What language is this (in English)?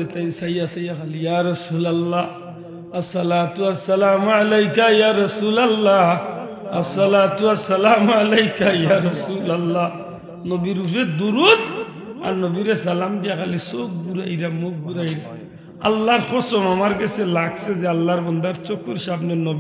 Sylheti